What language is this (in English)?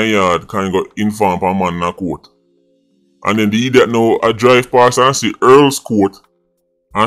Jamaican Creole English